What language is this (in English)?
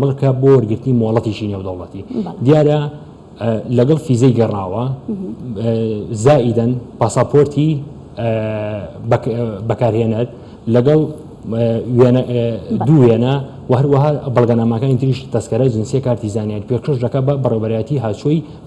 Central Kurdish